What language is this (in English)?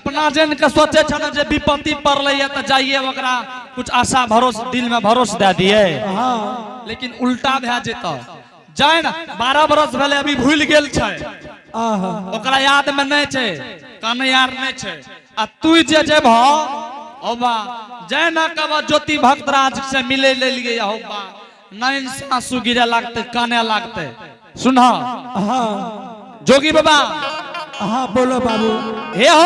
Angika